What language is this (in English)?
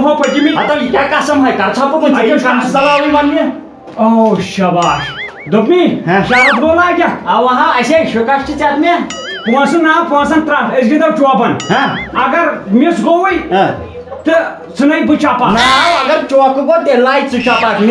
Kashmiri